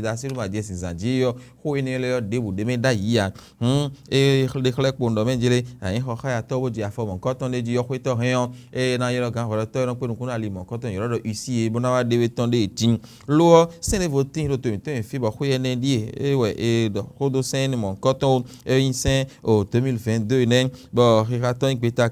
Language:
Fon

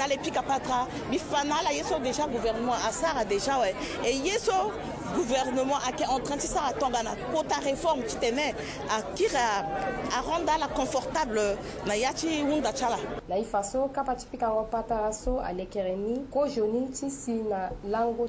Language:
Sango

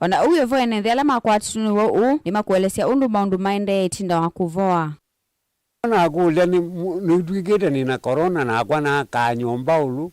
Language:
Kamba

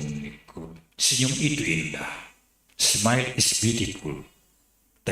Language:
Batak Simalungun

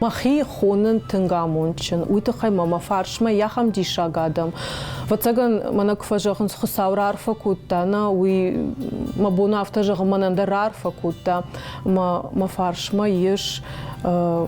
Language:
Ossetic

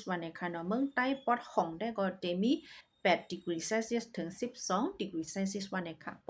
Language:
Shan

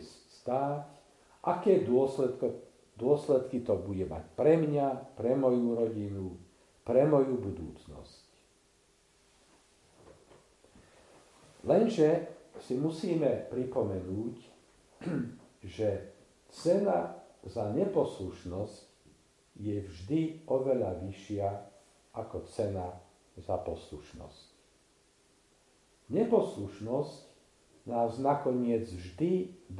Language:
Slovak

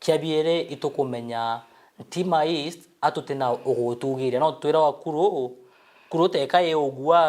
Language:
Meru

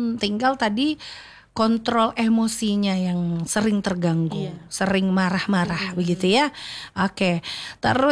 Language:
Indonesian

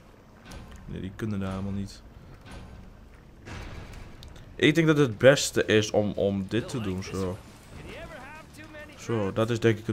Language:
Dutch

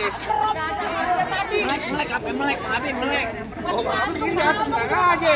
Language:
Betawi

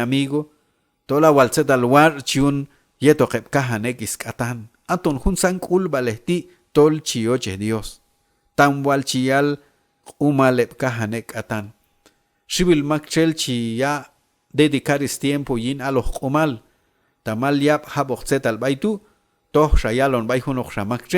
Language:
Q'anjob'al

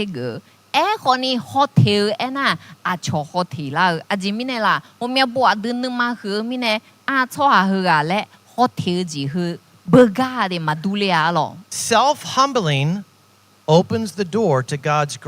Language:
Akha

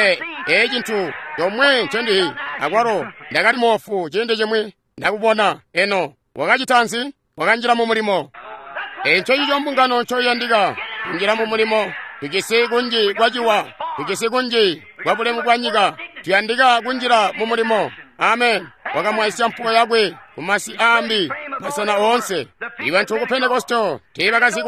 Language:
Tonga (Zambia)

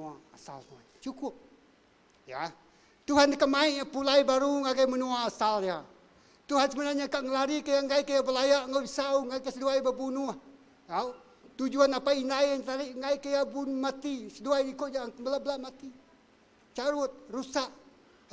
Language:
Iban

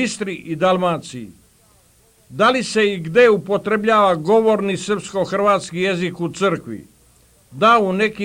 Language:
Bosnian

